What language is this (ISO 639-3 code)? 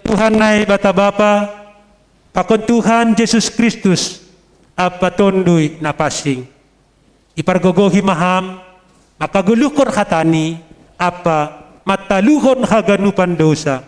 bts